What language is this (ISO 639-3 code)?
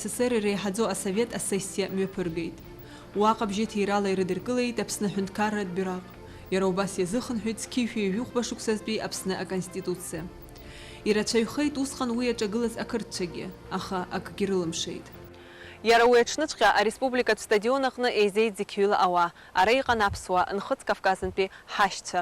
abk